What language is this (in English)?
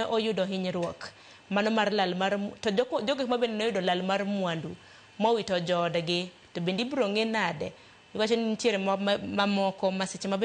Luo (Kenya and Tanzania)